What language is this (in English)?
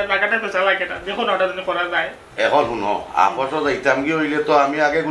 Sylheti